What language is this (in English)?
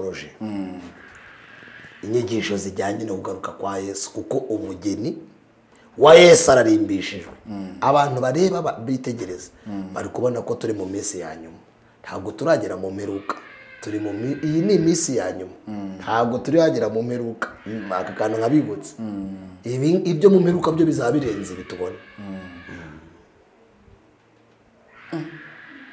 Kinyarwanda